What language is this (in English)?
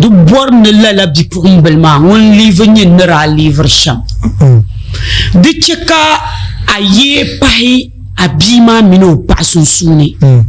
Dagbani